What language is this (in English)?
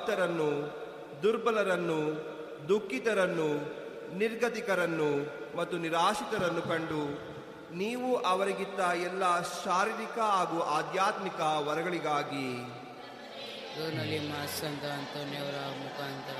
Kannada